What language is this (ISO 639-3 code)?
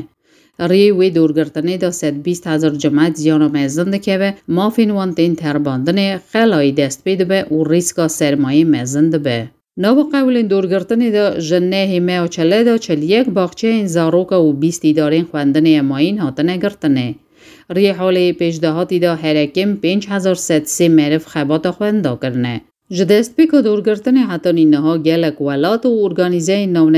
kur